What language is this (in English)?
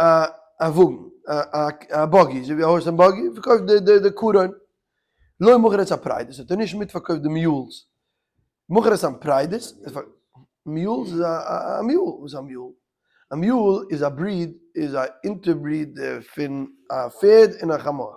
Yiddish